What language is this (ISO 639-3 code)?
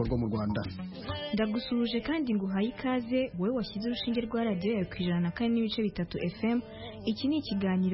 kin